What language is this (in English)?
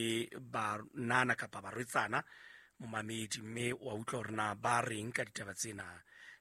Southern Sotho